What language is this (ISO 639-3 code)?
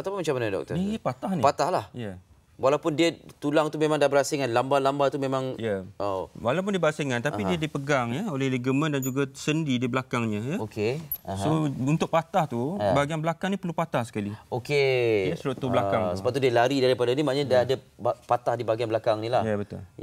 msa